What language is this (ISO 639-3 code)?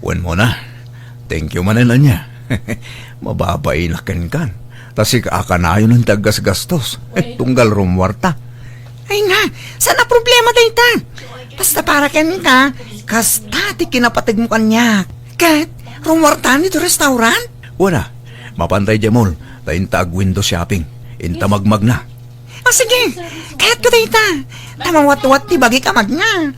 ilo